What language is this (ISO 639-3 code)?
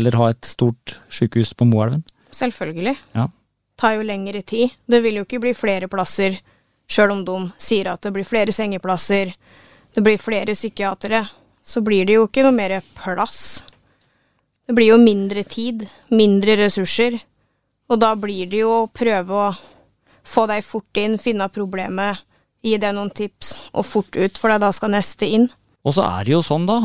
nor